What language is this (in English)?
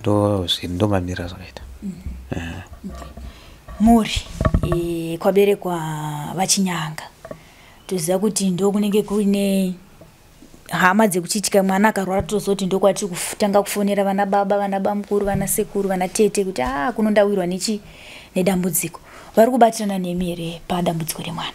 Shona